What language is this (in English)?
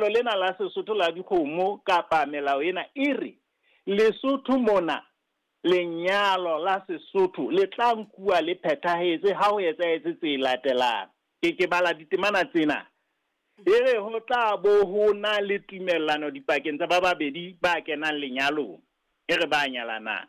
Southern Sotho